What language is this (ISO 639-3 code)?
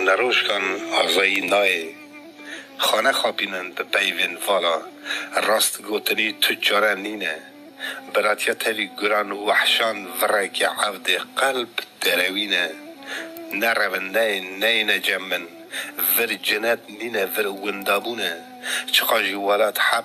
kur